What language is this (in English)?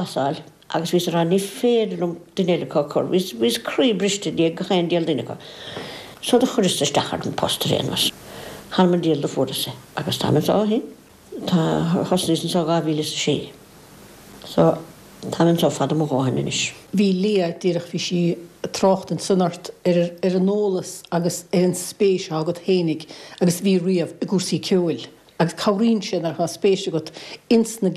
Irish